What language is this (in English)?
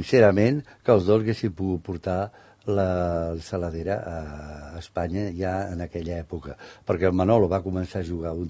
Catalan